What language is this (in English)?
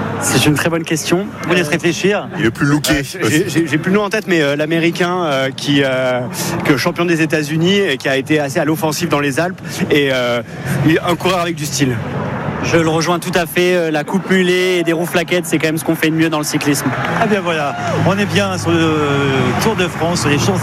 French